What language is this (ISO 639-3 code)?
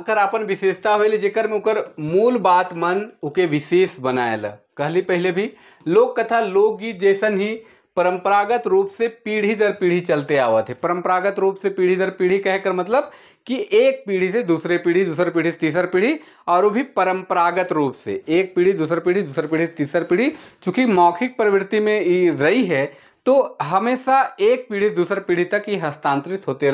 sck